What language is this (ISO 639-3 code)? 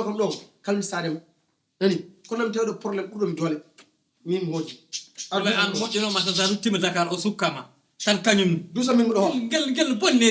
ful